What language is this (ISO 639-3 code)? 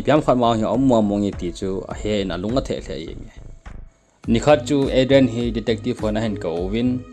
tcz